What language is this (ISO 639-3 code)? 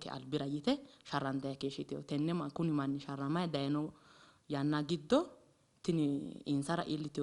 sid